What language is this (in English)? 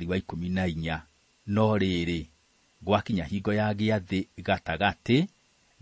Kikuyu